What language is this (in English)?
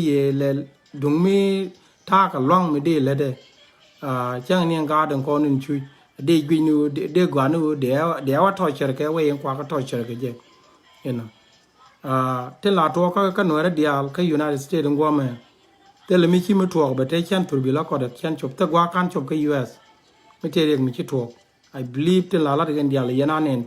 Nuer